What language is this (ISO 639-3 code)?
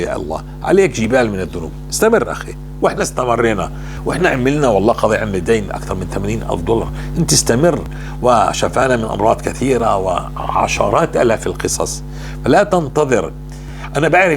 apc